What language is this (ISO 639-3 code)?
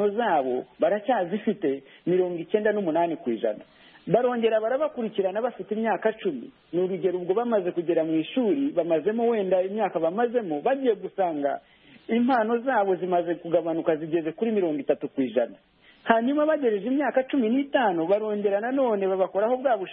kin